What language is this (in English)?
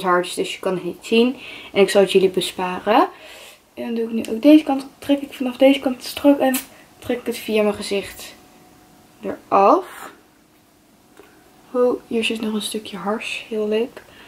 Dutch